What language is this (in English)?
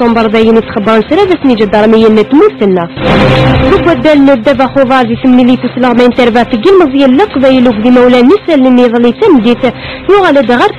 Kabyle